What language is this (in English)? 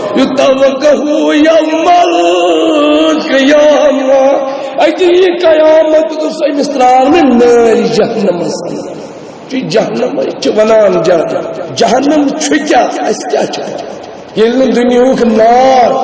Kashmiri